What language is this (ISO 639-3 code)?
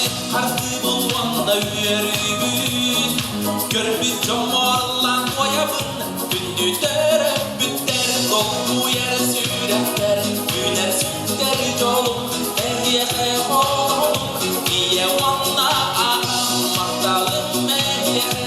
sah